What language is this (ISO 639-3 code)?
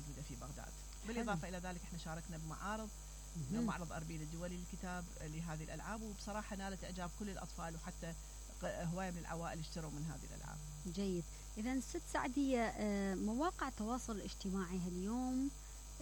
acm